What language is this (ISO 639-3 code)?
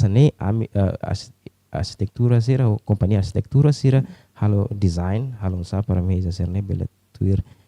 tet